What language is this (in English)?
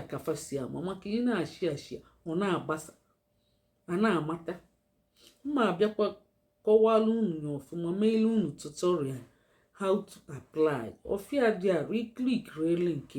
Igbo